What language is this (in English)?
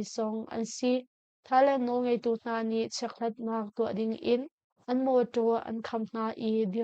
Hakha Chin